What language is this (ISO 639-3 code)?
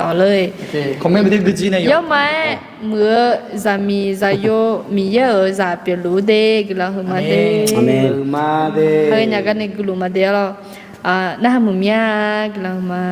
ahk